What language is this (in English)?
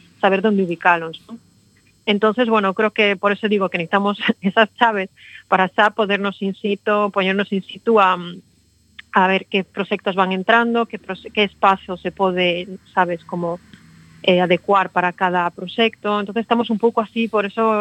Galician